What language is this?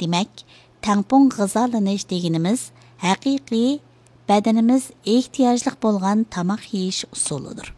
Uyghur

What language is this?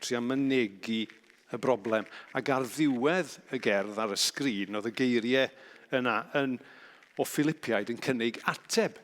Welsh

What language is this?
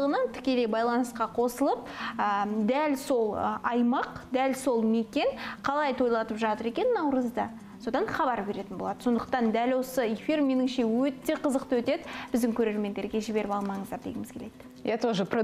Kazakh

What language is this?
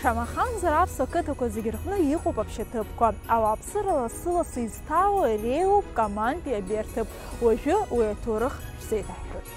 Abkhazian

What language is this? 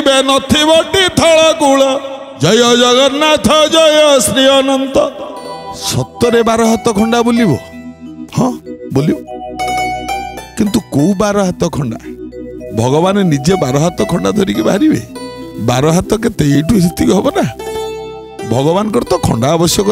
Odia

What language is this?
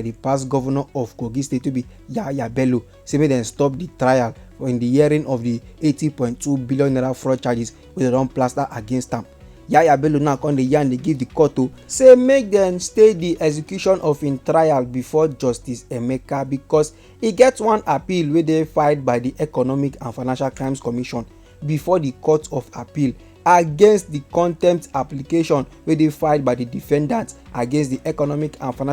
Nigerian Pidgin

